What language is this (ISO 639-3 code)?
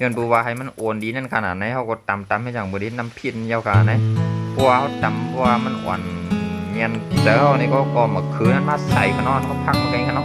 shn